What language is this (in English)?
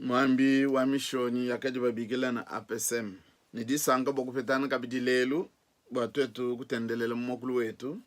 Luba-Lulua